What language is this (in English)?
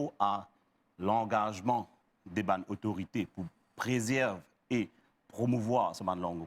Morisyen